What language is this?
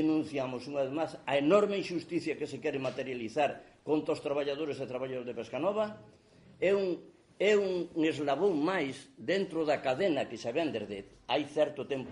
Galician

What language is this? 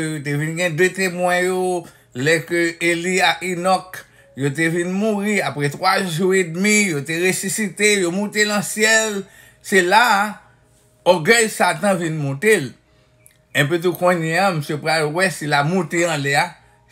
Haitian Creole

